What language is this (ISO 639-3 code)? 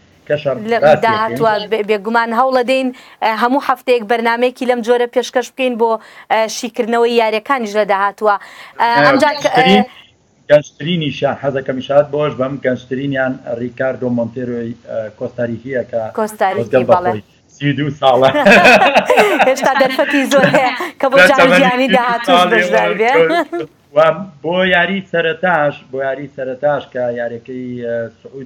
ckb